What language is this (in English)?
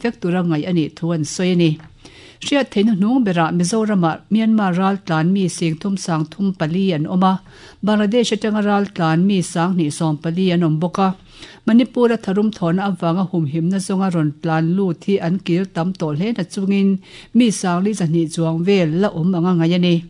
Mizo